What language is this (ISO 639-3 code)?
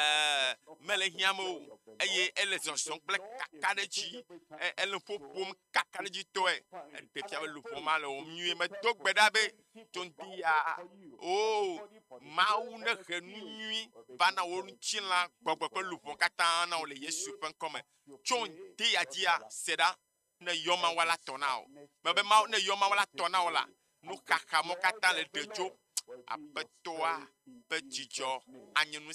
ewe